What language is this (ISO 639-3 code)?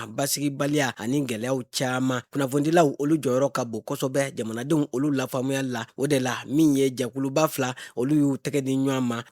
bam